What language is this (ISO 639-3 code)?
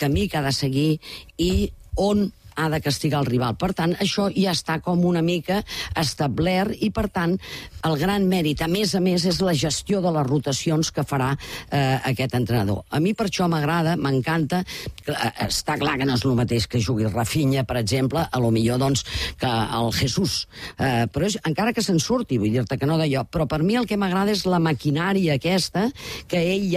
cat